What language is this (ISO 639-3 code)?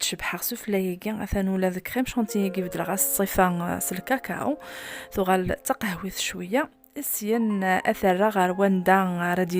kab